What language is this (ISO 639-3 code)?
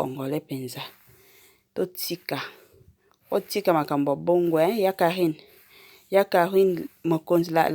lin